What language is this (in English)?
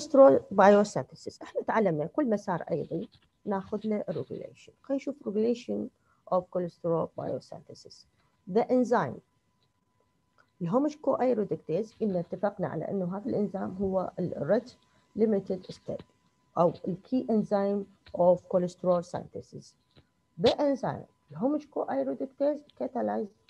Mesopotamian Arabic